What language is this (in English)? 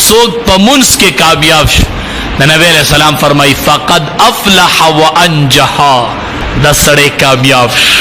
Pashto